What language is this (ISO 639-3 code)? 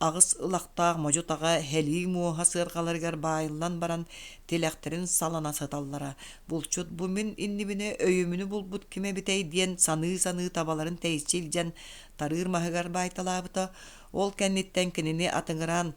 sah